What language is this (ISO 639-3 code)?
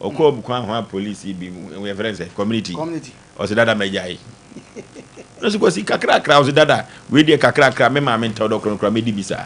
aka